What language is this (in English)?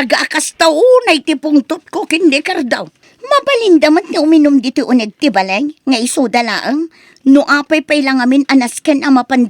Iloko